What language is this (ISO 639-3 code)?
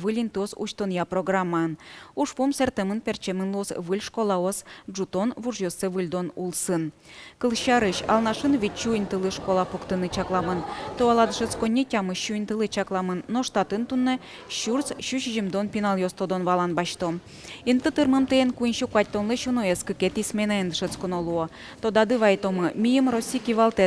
udm